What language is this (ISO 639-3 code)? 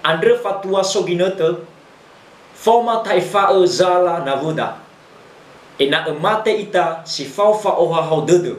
nia